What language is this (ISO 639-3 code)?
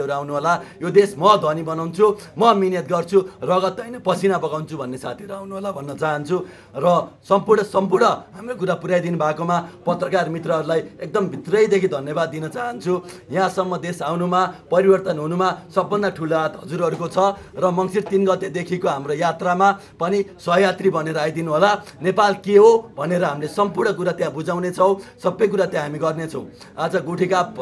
nep